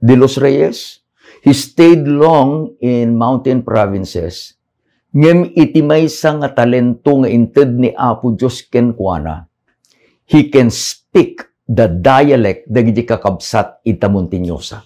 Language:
Iloko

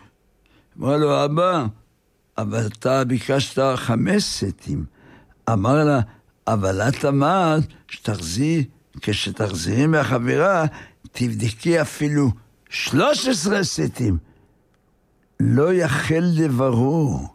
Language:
Hebrew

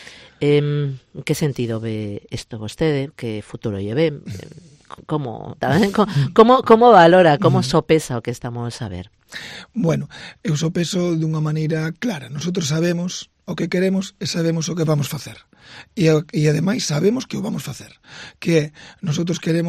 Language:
Galician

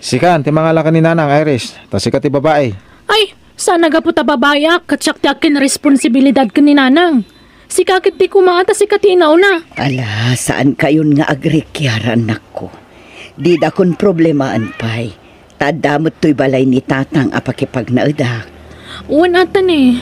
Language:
Iloko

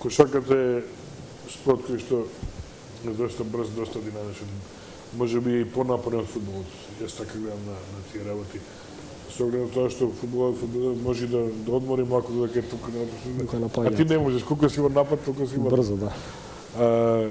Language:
Macedonian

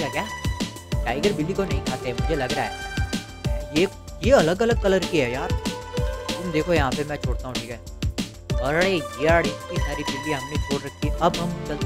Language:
Hindi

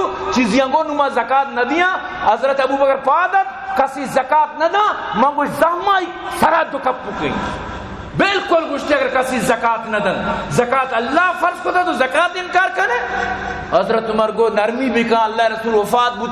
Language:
Eastern Balochi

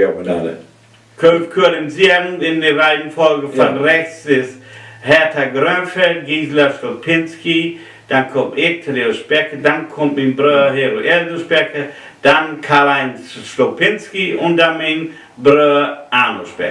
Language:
Low German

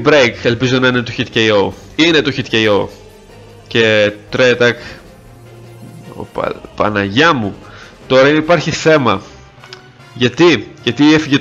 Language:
Greek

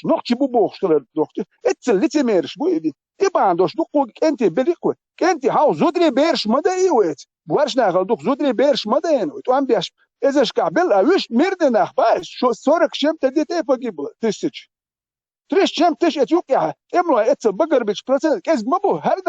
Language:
Chechen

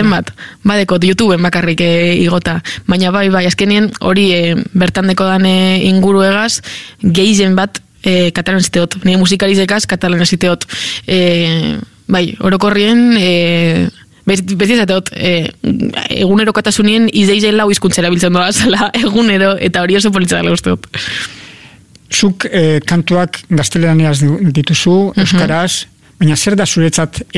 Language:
Basque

